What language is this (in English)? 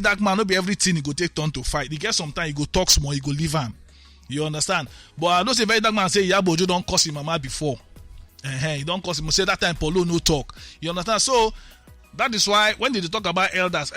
Nigerian Pidgin